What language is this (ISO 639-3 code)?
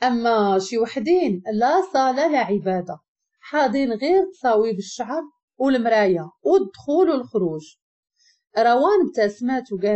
ary